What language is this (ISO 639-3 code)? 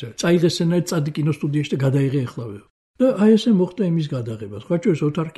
kat